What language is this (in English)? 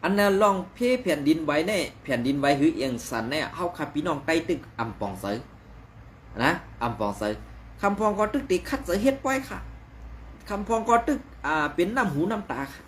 Shan